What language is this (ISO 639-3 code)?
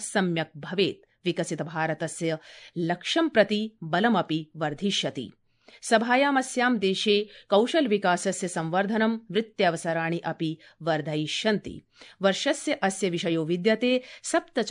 san